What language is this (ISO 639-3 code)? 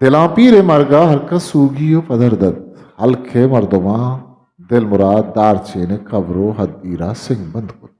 bgp